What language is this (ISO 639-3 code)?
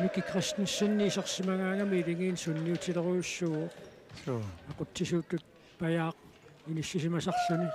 kal